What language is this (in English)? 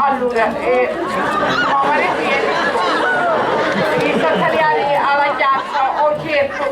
Sicilian